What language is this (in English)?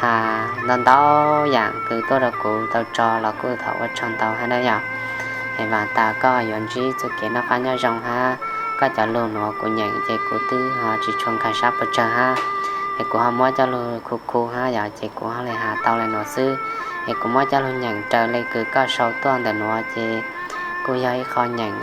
Hmong